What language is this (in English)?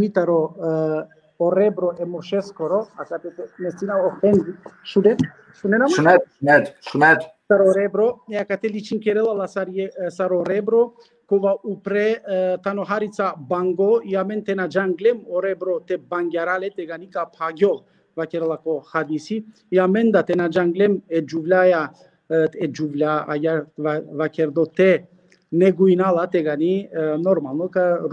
Balkan Romani